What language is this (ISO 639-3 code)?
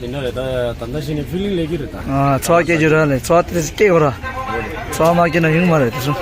bod